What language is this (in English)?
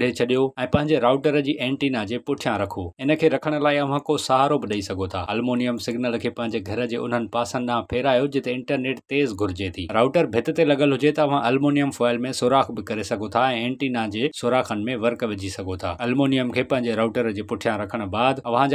Sindhi